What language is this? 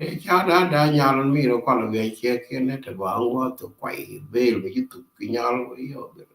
Nuer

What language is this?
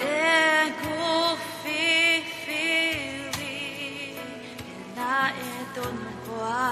Tongan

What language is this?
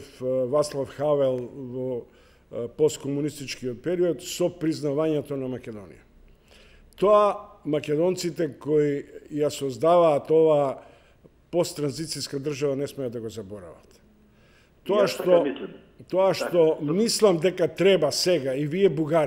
Macedonian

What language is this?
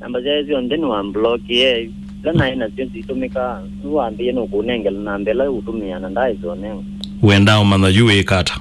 Kamba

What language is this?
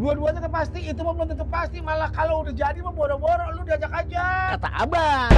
Betawi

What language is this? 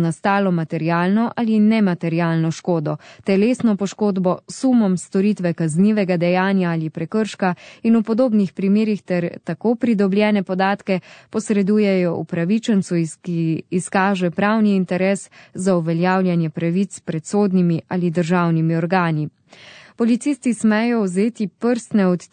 Slovenian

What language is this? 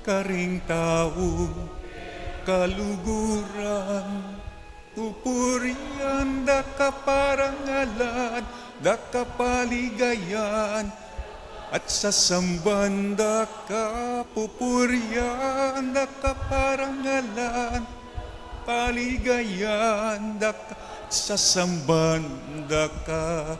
Pampanga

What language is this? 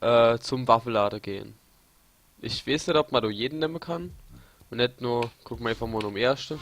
Palatine German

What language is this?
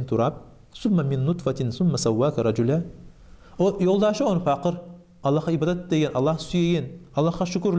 Kumyk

